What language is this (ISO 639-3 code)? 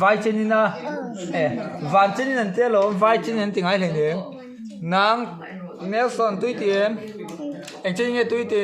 lus